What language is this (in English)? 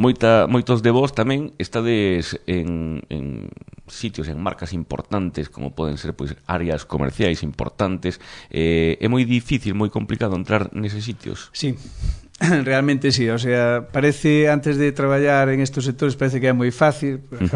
Galician